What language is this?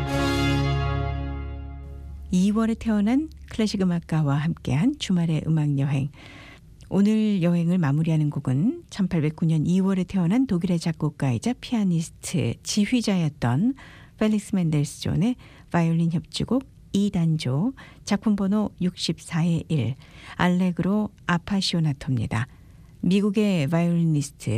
Korean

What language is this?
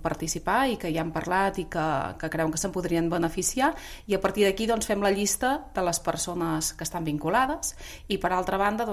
Catalan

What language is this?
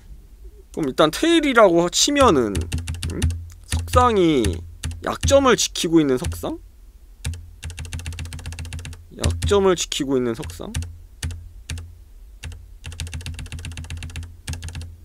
Korean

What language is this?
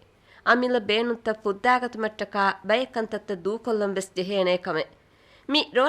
Divehi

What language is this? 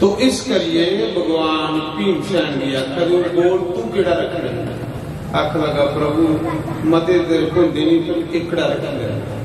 Dogri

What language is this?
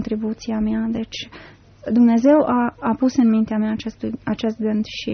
Romanian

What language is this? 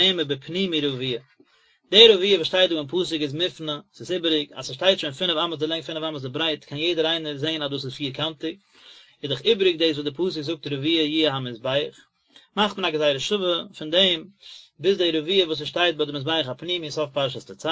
Yiddish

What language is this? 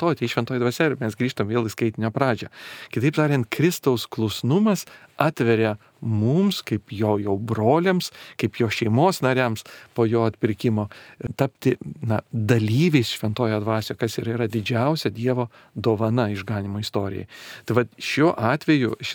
Lithuanian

